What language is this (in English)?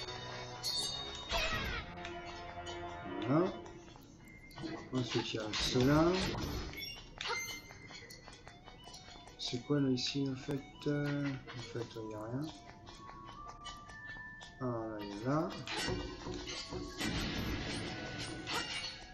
French